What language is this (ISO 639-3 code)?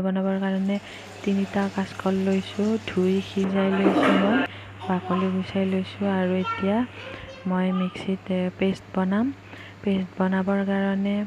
asm